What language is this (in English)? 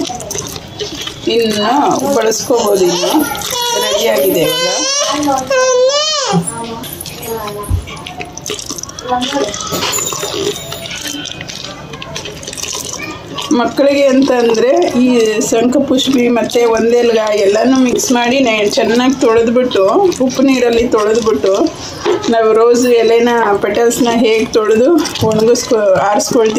Kannada